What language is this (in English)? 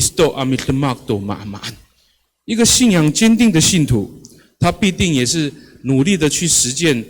Amis